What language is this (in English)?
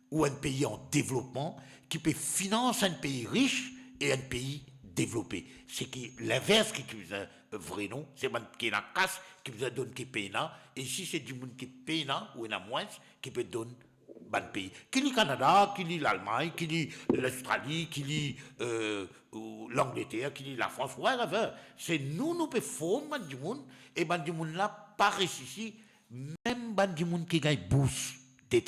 Morisyen